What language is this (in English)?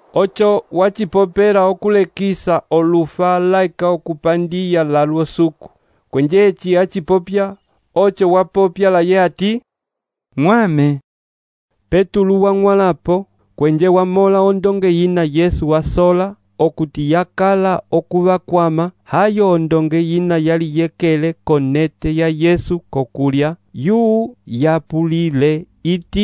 Umbundu